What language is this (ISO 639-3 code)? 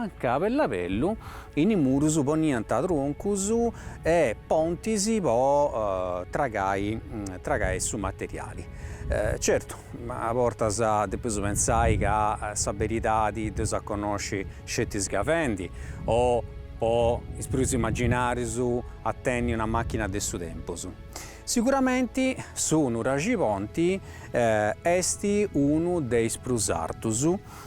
srd